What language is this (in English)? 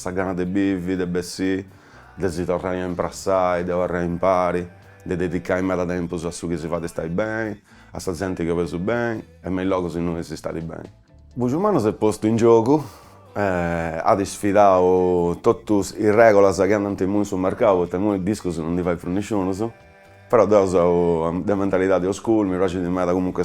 Sardinian